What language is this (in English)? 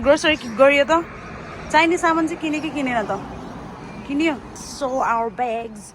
Nepali